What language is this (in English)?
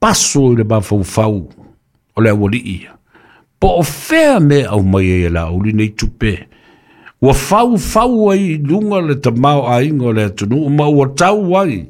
Samoan